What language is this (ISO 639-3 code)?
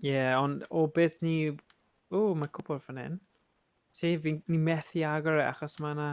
cym